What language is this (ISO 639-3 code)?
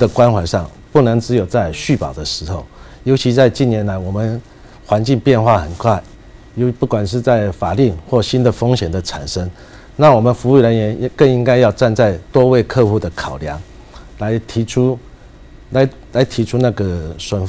zho